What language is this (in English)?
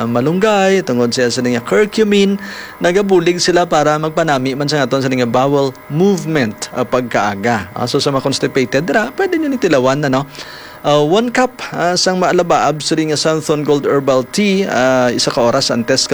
Hiligaynon